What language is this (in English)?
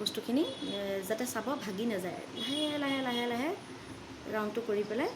Assamese